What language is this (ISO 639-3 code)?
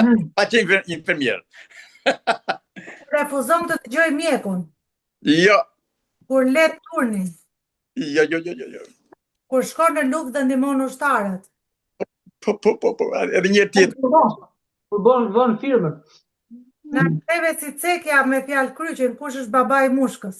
sqi